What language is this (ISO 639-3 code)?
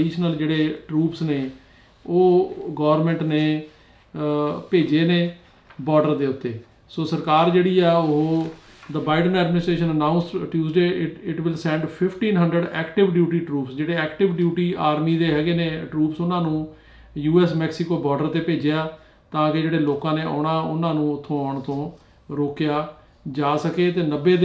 pan